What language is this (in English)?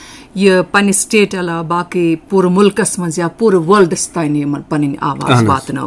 Kashmiri